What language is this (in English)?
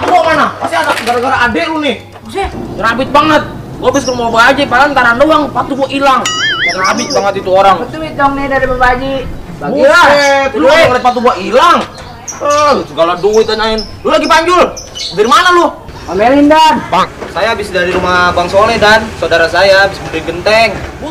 Betawi